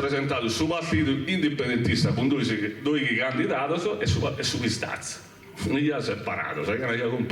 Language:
Sardinian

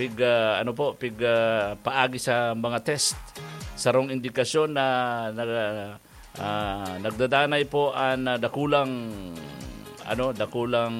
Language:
Bikol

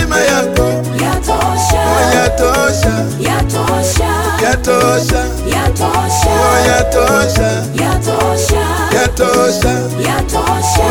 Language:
Swahili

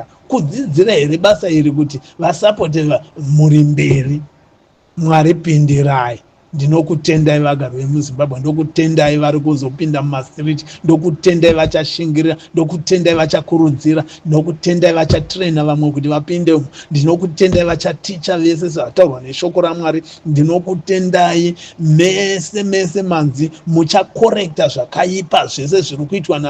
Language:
Shona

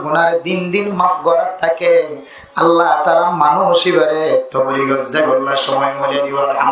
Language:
Rohingya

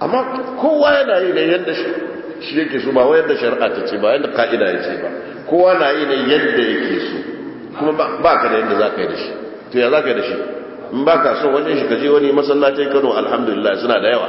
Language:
Hausa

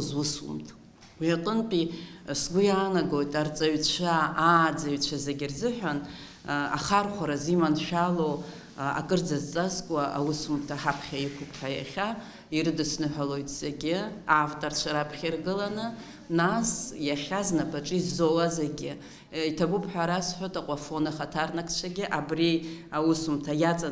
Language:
Abkhazian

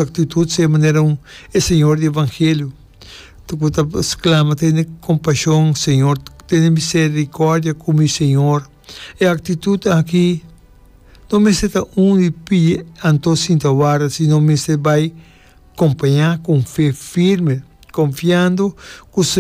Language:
Papiamento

